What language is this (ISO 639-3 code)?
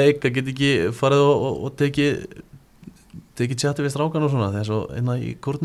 isl